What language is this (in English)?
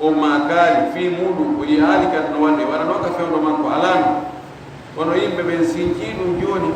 Fula